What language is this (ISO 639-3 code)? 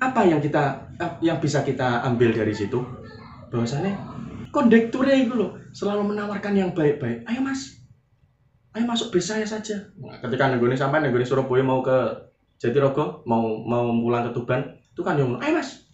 jav